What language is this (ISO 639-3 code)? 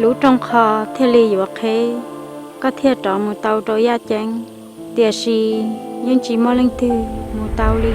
hmn